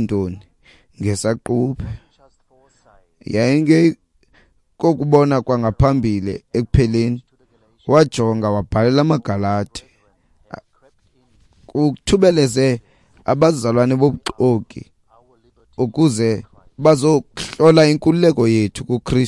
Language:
Xhosa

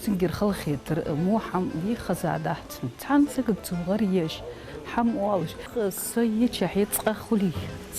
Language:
Ingush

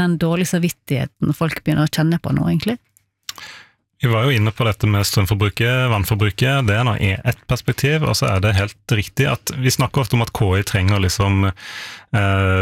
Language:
Norwegian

